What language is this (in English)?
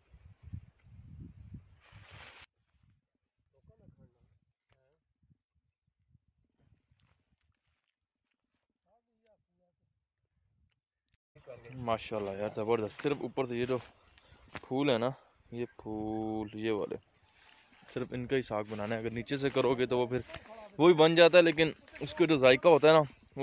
Hindi